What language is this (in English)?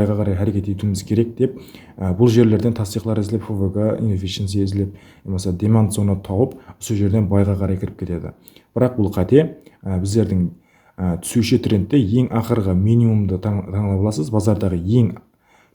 Kara-Kalpak